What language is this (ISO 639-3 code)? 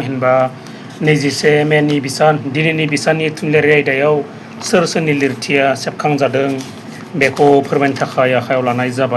brx